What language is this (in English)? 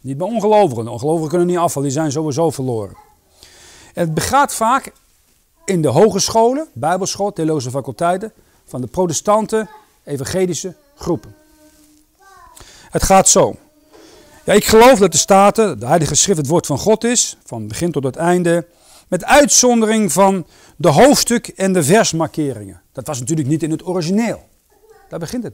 Dutch